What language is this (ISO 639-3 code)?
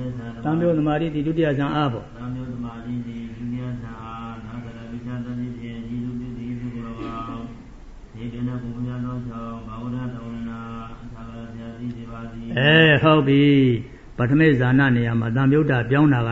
mya